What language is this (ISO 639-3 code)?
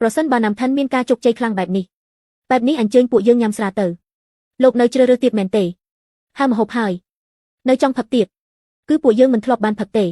khm